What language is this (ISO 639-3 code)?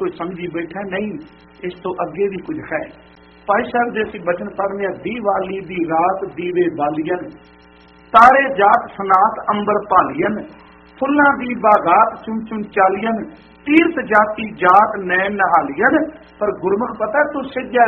pan